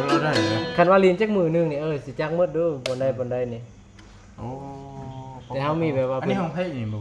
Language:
Northeastern Thai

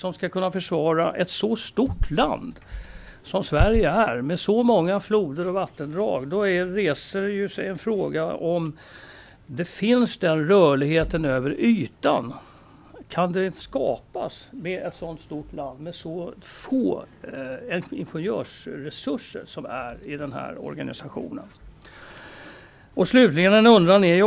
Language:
Swedish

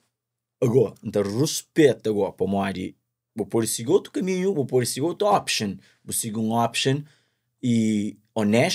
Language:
Kabuverdianu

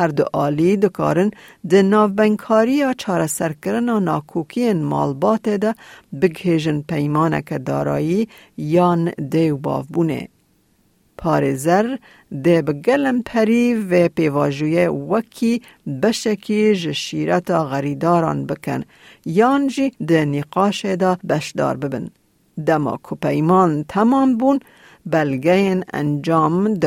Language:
Kurdish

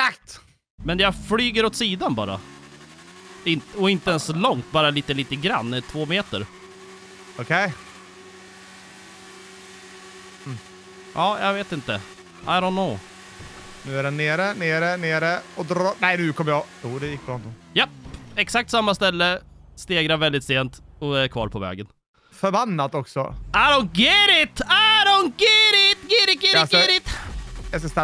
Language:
Swedish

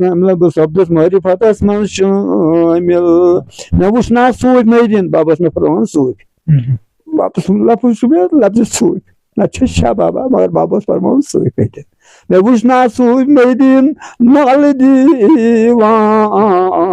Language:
Kashmiri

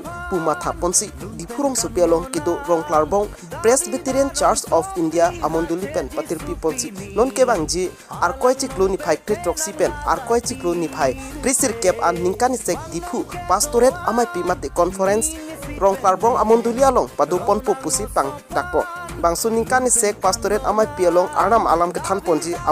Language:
Karbi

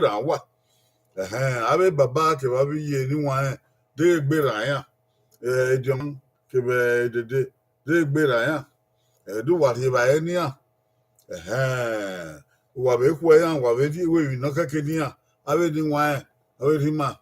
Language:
Bini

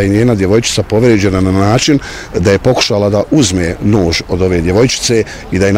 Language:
Bosnian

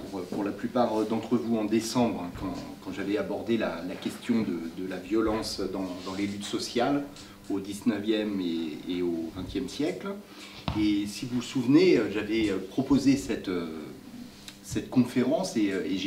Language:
French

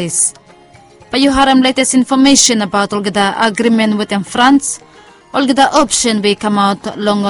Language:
Bislama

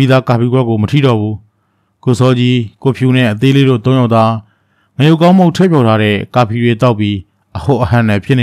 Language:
Burmese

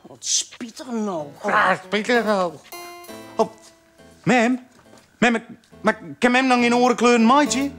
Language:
Western Frisian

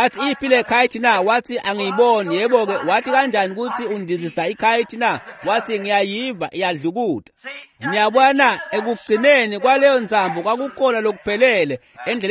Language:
Swati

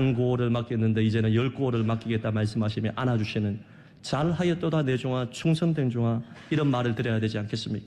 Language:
Korean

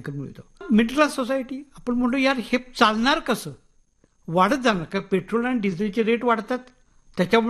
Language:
Marathi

